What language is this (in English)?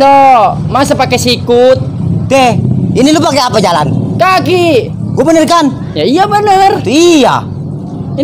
Betawi